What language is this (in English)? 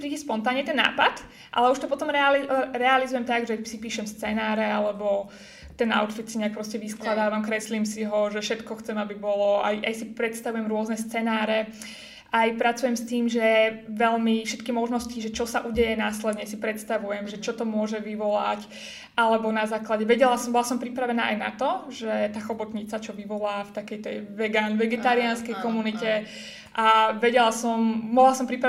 Slovak